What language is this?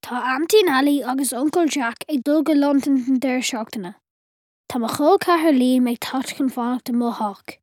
Irish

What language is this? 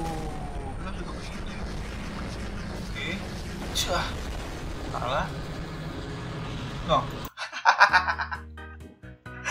Indonesian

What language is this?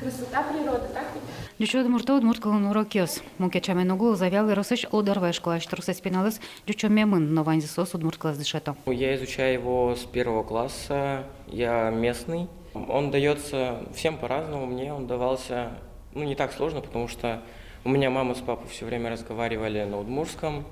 Udmurt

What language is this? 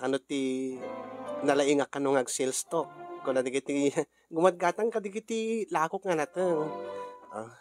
Iloko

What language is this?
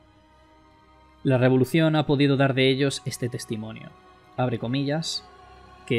Spanish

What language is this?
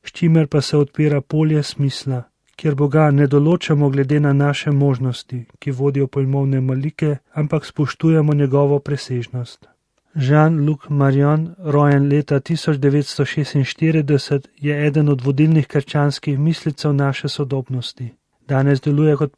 Slovenian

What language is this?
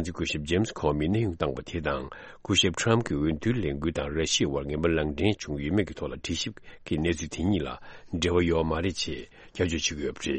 Tibetan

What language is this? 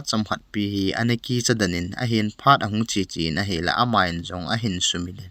Thado Chin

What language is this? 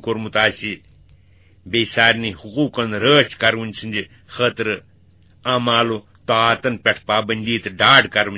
Kashmiri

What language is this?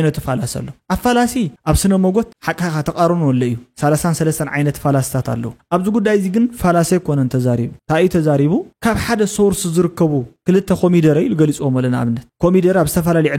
Tigrinya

